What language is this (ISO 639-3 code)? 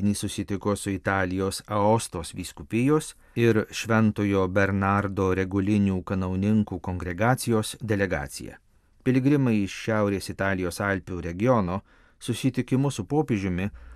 lit